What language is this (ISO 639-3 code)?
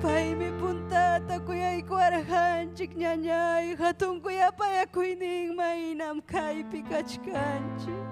quy